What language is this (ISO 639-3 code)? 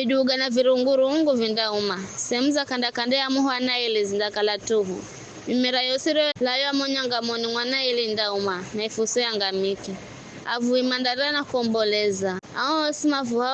nyf